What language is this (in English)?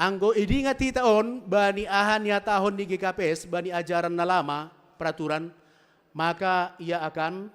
Batak Simalungun